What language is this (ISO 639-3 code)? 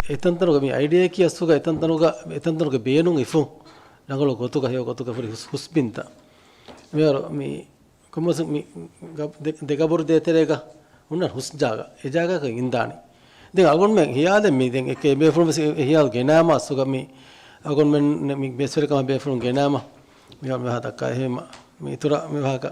div